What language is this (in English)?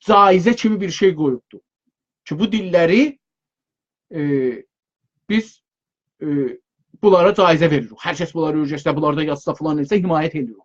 South Azerbaijani